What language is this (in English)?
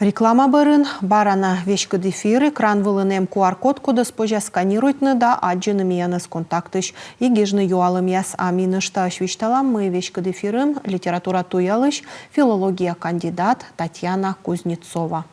Komi